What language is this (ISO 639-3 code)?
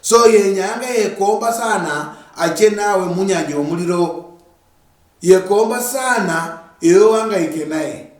luy